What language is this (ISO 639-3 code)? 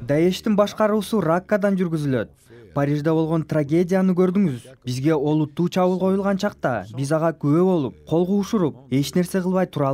kir